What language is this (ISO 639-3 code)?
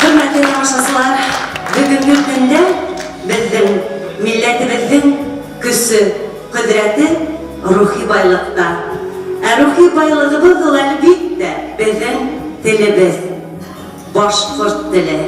bak